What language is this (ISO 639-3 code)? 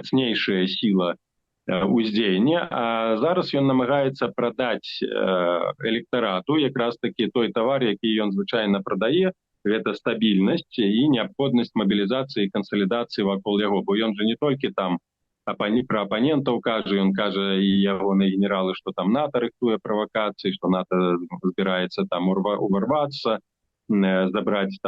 bel